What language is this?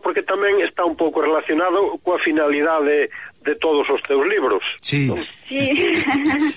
Galician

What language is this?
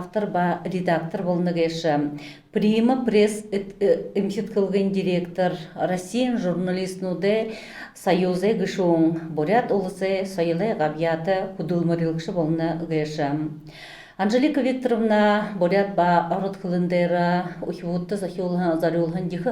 Buriat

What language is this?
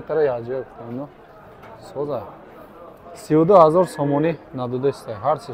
Tajik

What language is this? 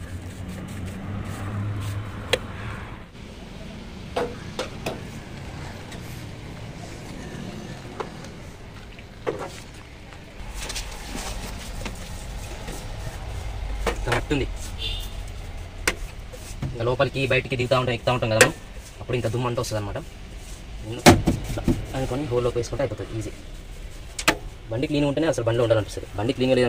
Telugu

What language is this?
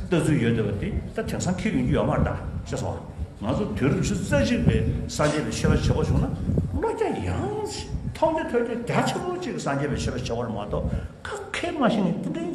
Tibetan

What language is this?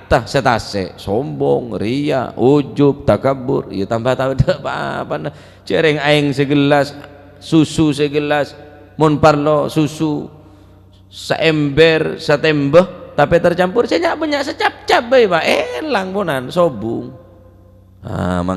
Madurese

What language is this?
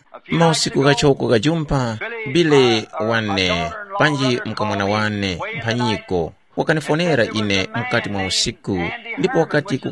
Tumbuka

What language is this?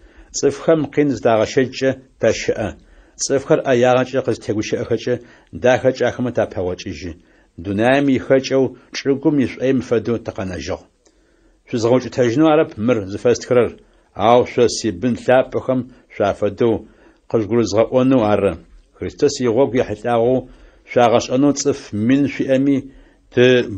Adyghe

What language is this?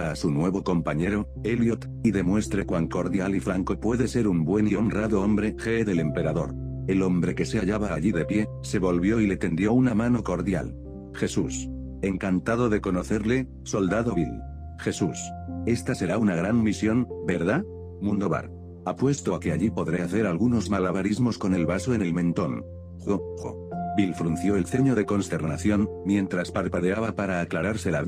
Spanish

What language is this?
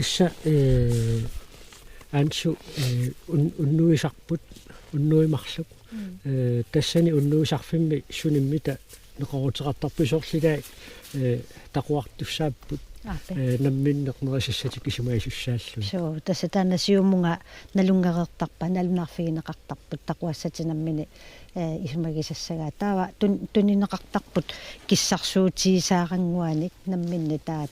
Kalaallisut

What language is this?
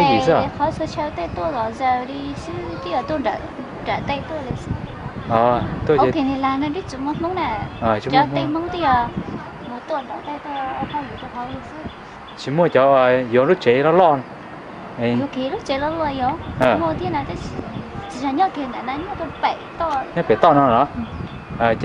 Hmong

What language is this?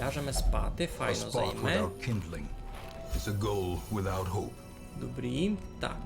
Rusyn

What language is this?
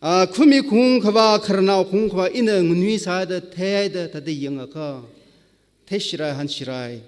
Tangkhul Naga (India)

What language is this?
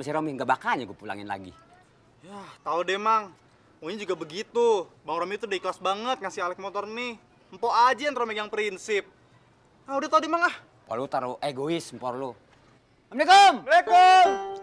Betawi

